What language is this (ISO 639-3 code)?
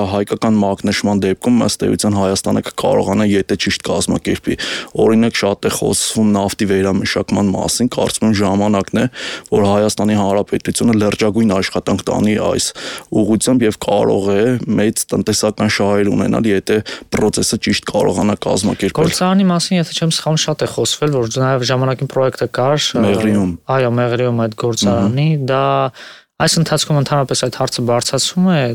hye